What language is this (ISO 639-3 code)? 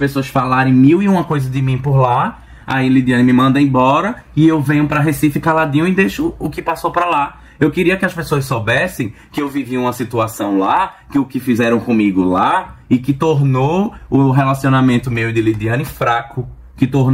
por